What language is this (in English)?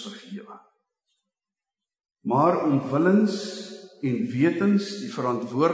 Afrikaans